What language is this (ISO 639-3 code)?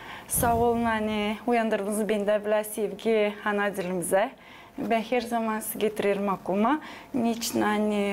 gag